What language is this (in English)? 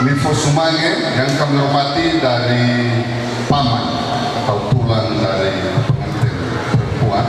Nias